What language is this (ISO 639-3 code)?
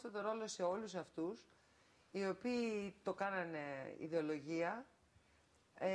ell